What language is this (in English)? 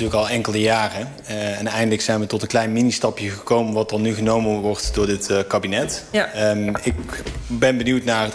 Dutch